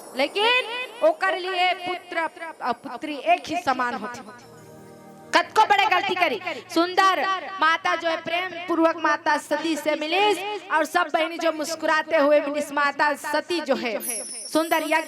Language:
Chhattisgarhi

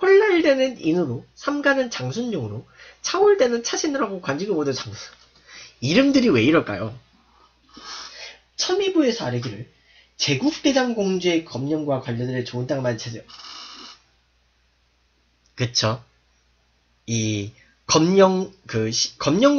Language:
Korean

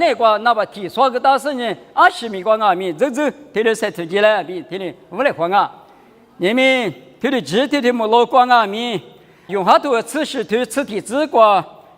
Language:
Lisu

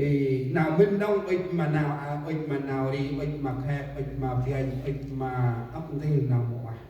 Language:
Central Mnong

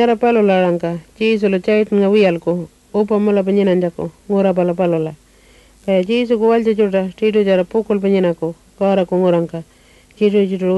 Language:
Pitjantjatjara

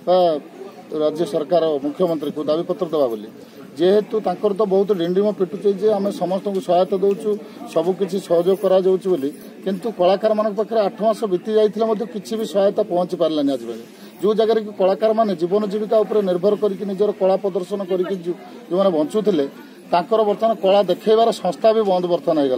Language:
Odia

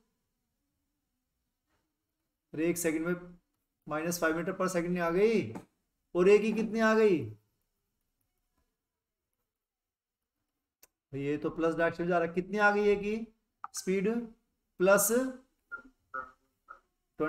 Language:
Hindi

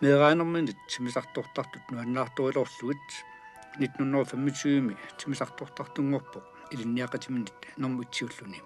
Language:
Kalaallisut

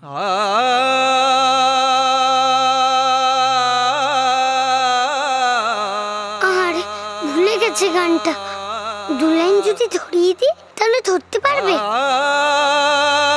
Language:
Bangla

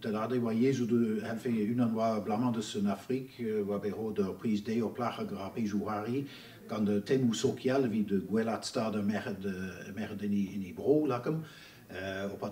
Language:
Breton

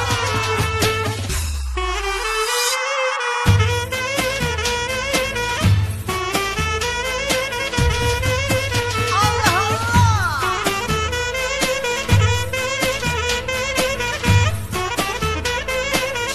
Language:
Turkish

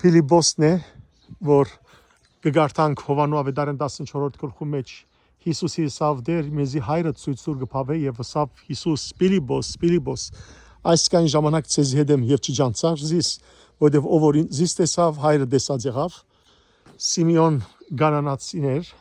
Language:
Western Armenian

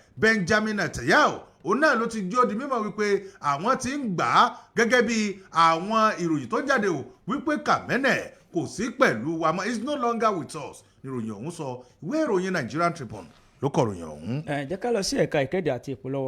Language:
Yoruba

